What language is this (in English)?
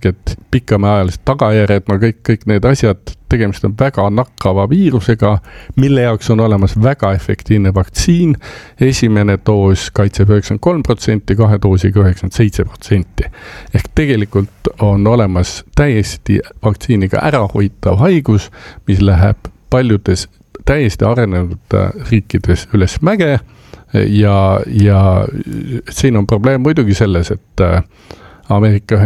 Estonian